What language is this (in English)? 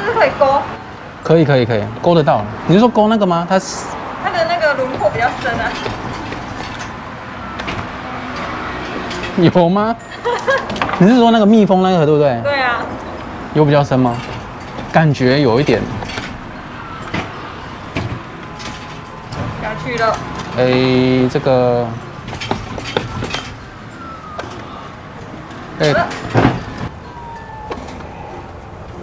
Chinese